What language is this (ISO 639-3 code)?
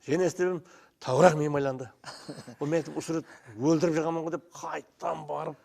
kaa